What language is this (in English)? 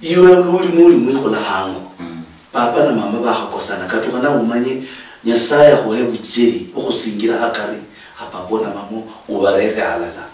Luyia